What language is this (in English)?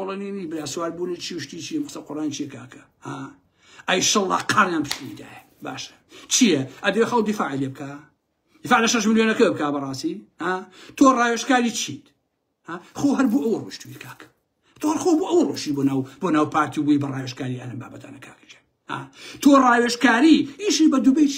Central Kurdish